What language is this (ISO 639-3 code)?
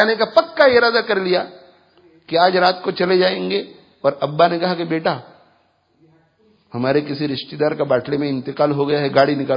urd